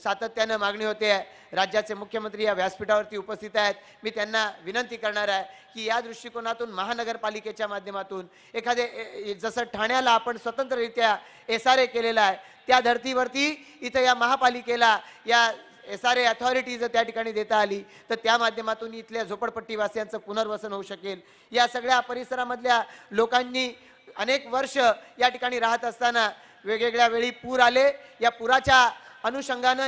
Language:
Marathi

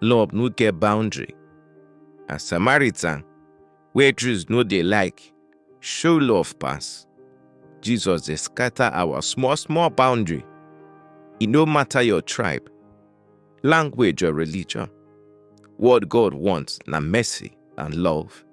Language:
Nigerian Pidgin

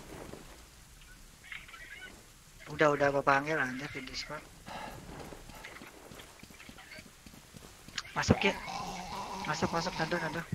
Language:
Indonesian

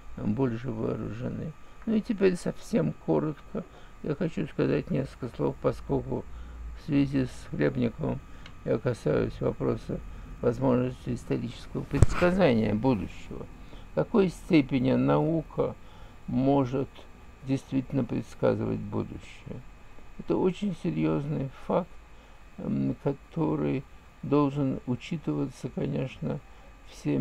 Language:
Russian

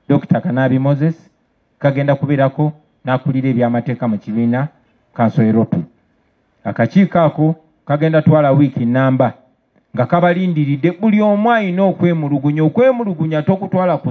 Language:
Ganda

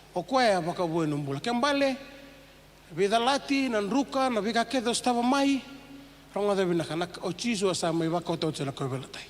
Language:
Fijian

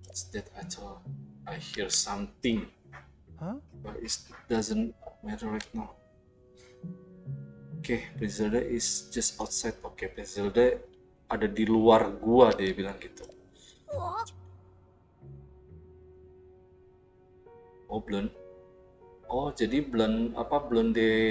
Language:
Indonesian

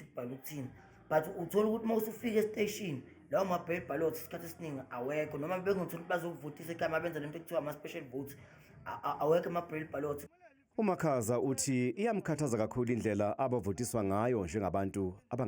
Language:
Zulu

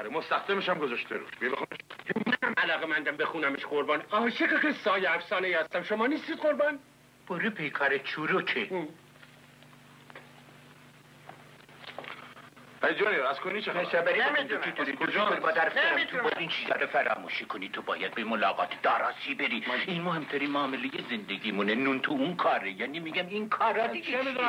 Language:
Persian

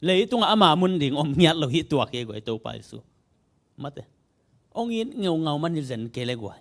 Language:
Tedim Chin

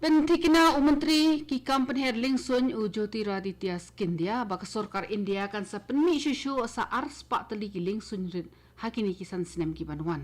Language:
Khasi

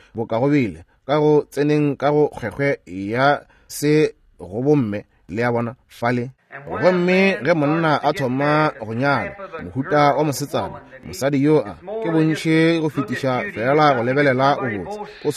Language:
Northern Sotho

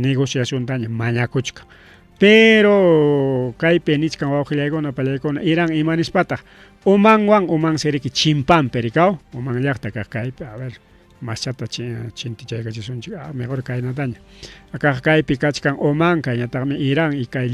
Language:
Ayacucho Quechua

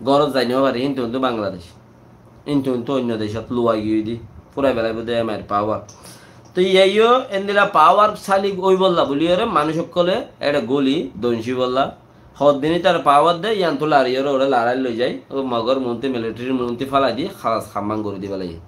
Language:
Rohingya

